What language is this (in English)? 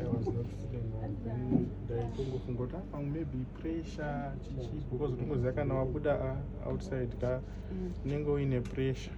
Shona